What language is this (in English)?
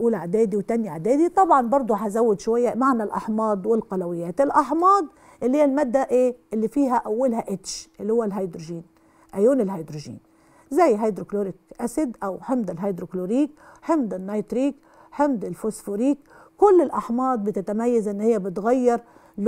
Egyptian Arabic